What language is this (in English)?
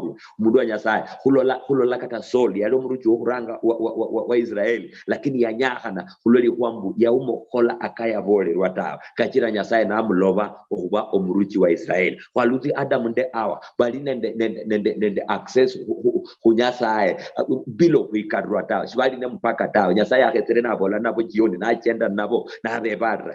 Luyia